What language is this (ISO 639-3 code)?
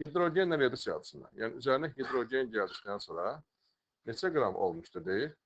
aze